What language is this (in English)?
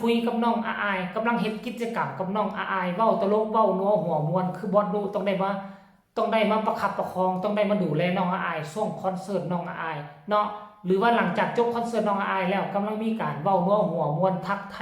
Northeastern Thai